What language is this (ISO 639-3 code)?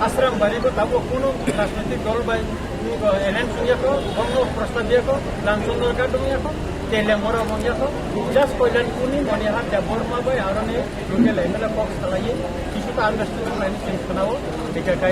trp